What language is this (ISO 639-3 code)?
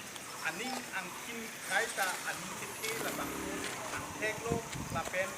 mjw